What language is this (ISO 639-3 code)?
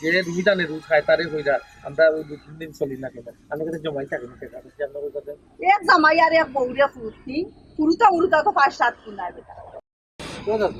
syl